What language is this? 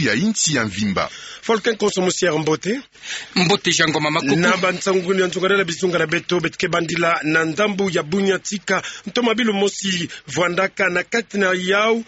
Kituba (Democratic Republic of Congo)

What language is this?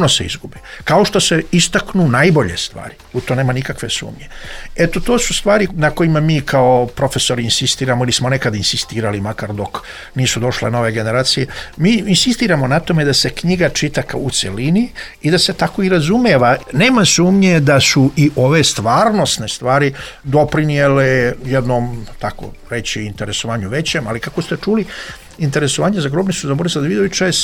Serbian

